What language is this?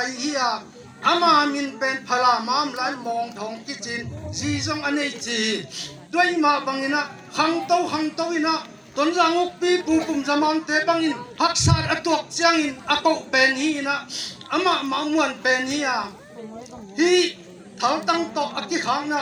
Tedim Chin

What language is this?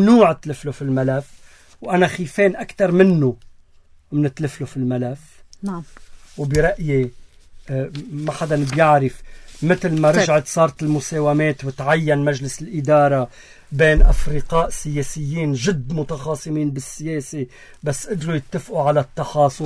North Levantine Arabic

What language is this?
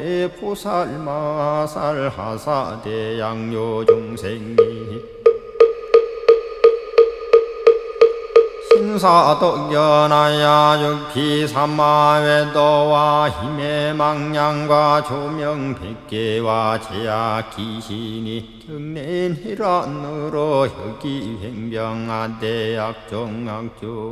Korean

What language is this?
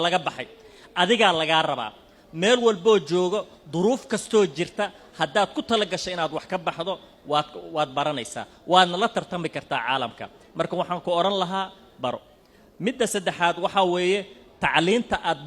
Somali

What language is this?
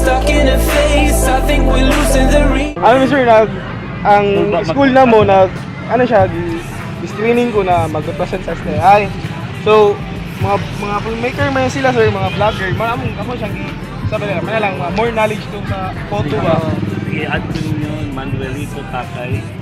Cebuano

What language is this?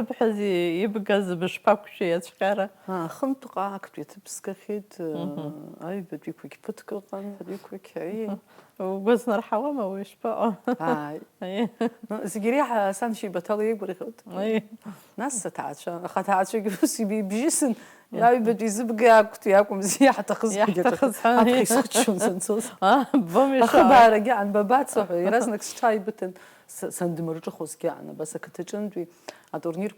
Abkhazian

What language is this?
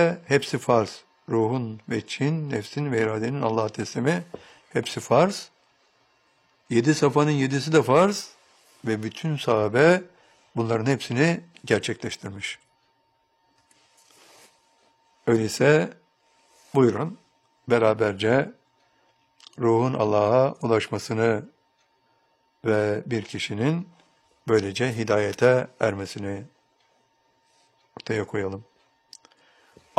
Turkish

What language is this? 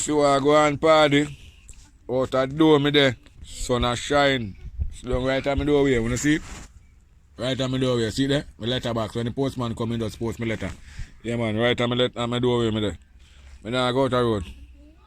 Jamaican Creole English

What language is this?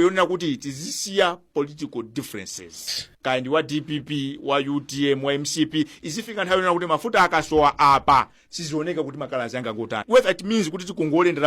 Nyanja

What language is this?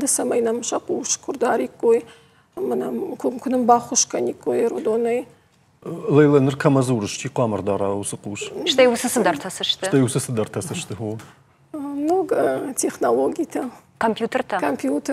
Ossetic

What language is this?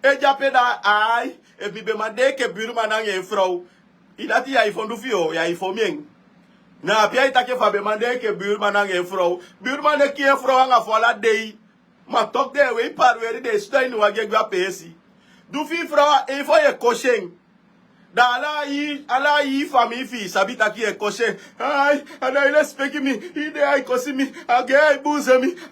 Sranan Tongo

